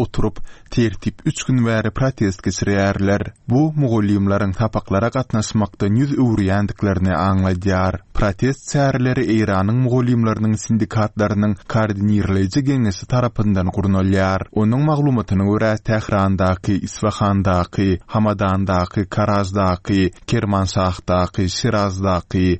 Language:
Turkmen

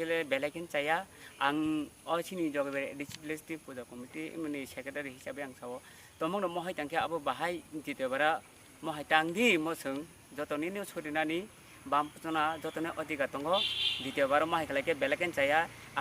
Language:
Kok Borok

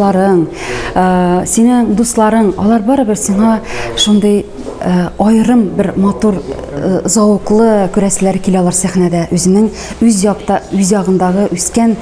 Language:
Tatar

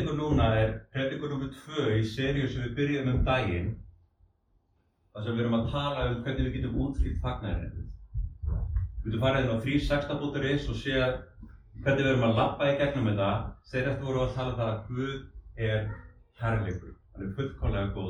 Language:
Icelandic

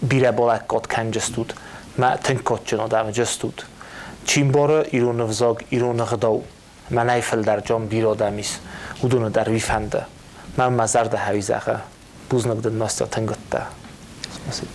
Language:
Ossetic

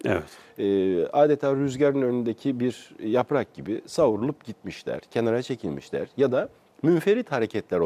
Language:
Turkish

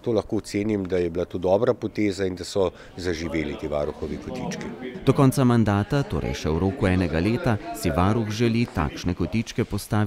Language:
Slovenian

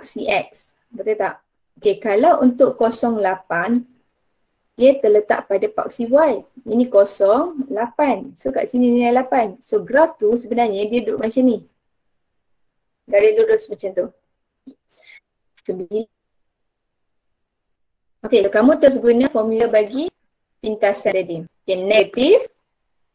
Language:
Malay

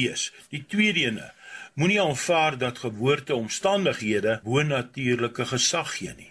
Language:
Afrikaans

